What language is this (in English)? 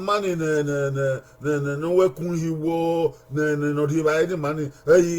Bini